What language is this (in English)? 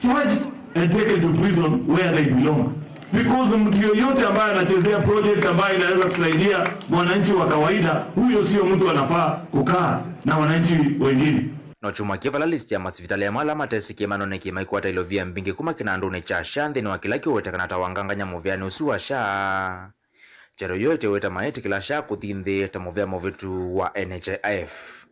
Kamba